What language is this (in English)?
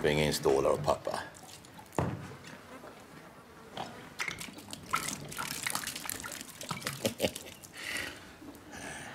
Swedish